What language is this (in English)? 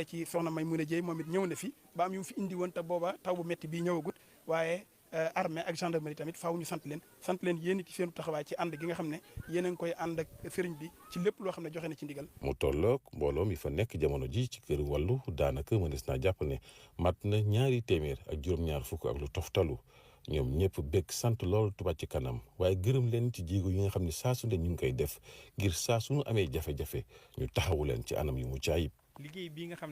Wolof